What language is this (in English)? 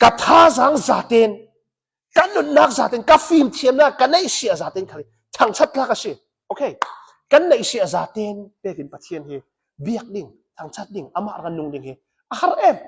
Hakha Chin